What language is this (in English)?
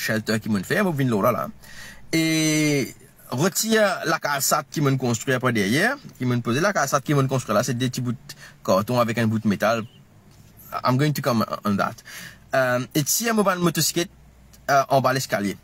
Morisyen